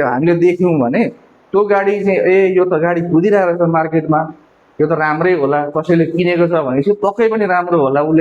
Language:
Nepali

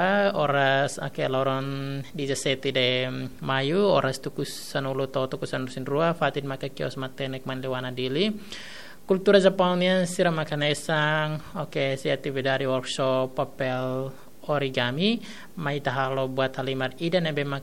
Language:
Tetum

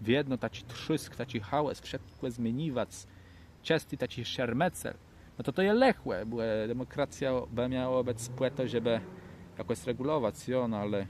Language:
Kashubian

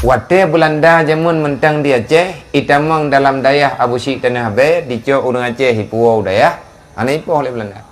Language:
Achinese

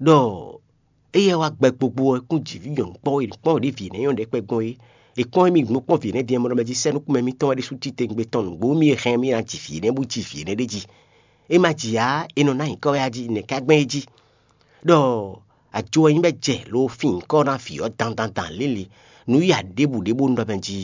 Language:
Fon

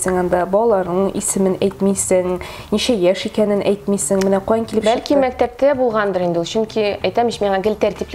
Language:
Tatar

